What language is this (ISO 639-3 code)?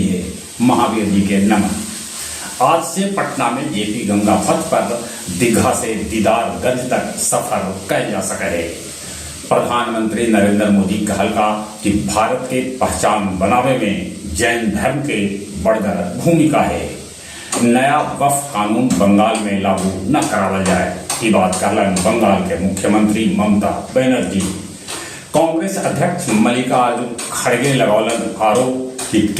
mag